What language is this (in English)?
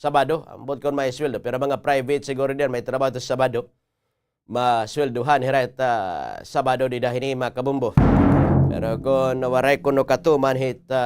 Waray